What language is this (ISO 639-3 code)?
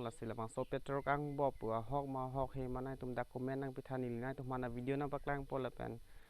mjw